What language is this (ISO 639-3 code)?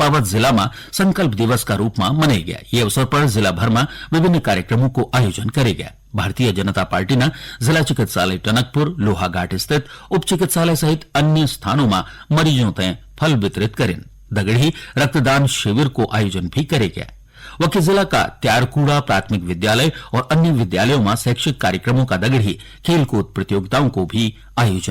gbm